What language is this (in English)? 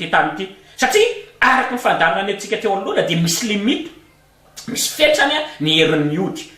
Malagasy